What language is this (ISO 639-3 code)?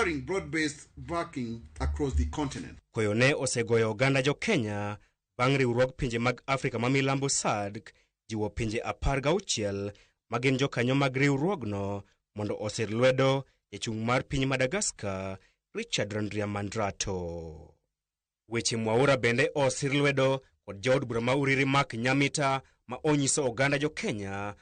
luo